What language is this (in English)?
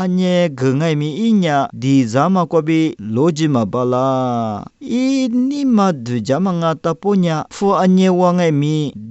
Lisu